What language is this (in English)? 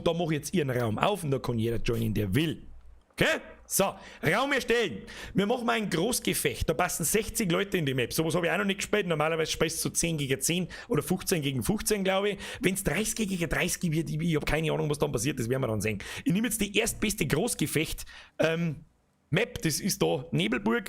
Bavarian